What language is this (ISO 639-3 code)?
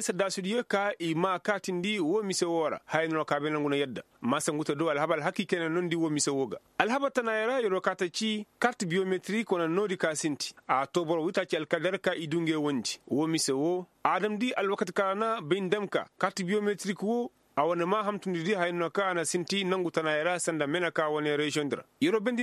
ses